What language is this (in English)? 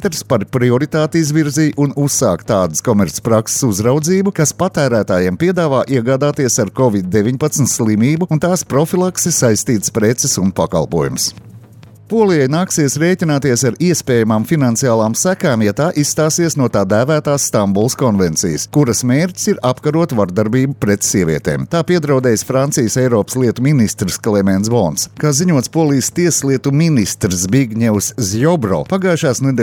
Latvian